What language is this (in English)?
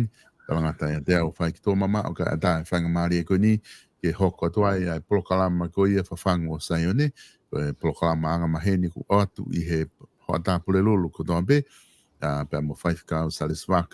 Tongan